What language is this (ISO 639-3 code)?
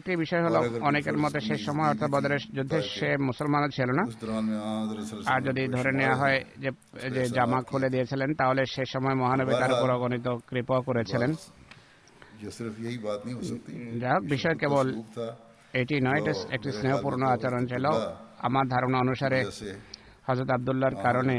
ben